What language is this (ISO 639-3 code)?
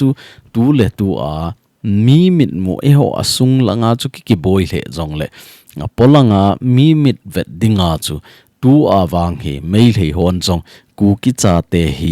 tcz